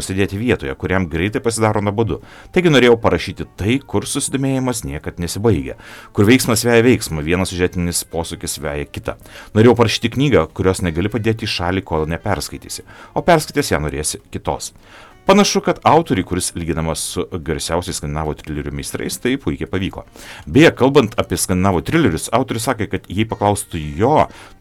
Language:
Lithuanian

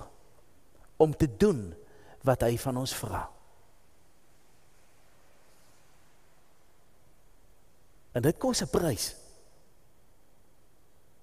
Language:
Afrikaans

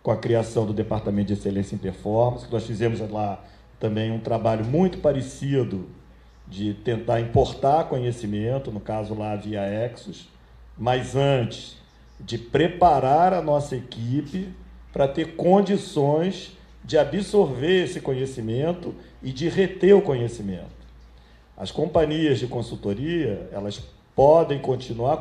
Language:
Portuguese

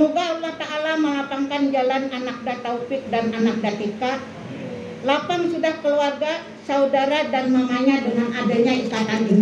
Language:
Banjar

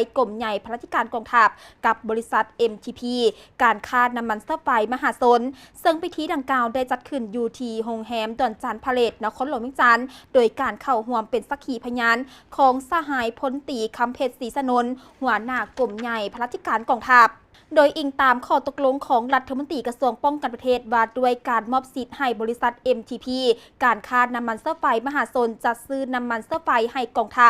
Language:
Lao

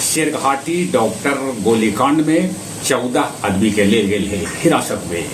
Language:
Magahi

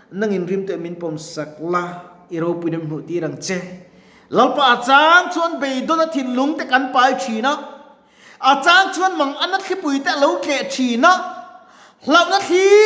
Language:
Mizo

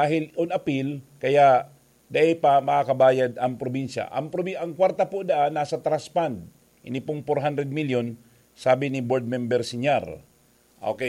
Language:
Bikol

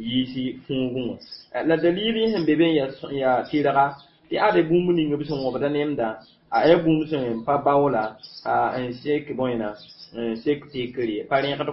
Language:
Mossi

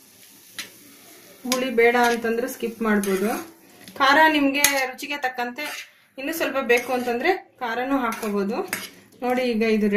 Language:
Kannada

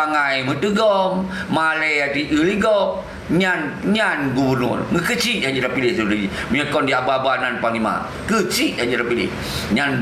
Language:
Achinese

